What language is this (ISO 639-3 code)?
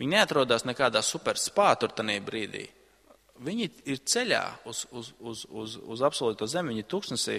lav